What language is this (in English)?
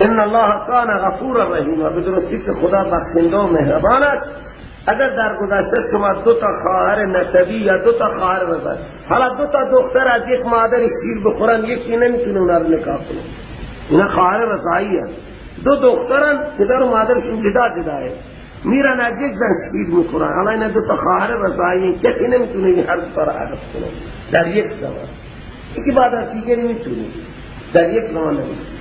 Persian